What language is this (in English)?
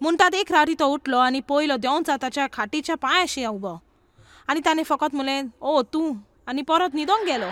Konkani